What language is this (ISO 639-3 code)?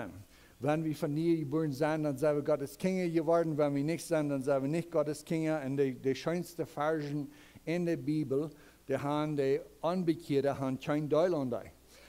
pdt